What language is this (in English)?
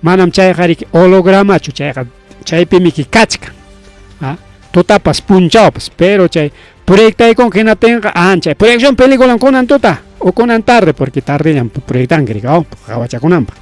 Ayacucho Quechua